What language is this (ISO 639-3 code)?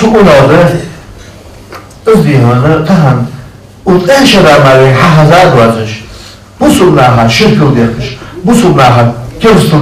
inh